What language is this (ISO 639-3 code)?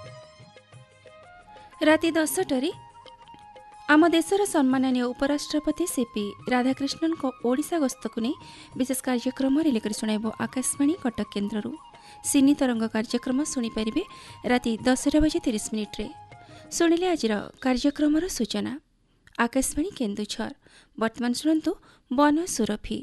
ori